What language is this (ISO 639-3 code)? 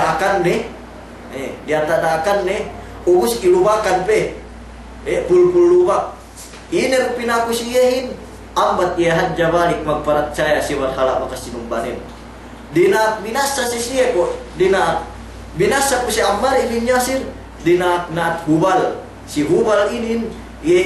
yka